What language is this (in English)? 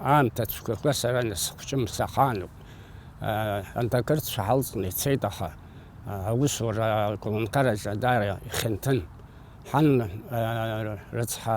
Abkhazian